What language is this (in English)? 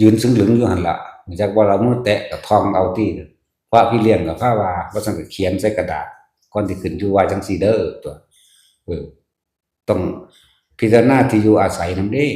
Northeastern Thai